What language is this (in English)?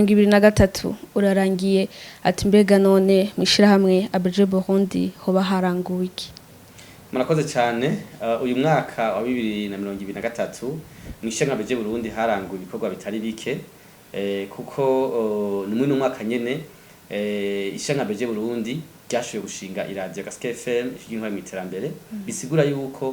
Rundi